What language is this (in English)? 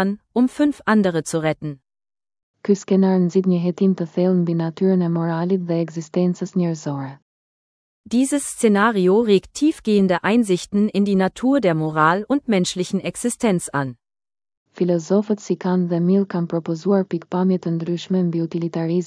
Albanian